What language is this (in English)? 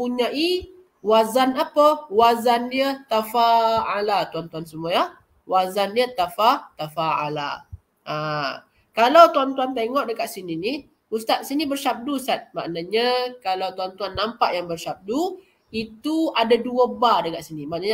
Malay